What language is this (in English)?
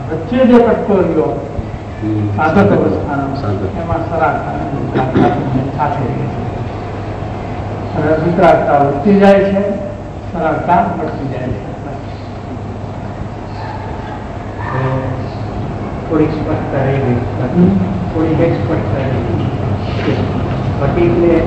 Gujarati